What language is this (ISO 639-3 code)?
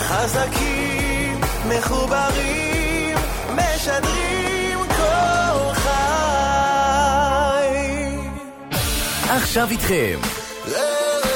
heb